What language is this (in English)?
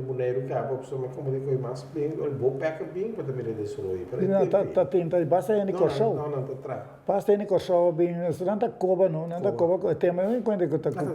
Papiamento